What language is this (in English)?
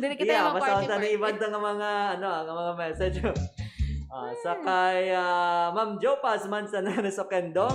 Hiligaynon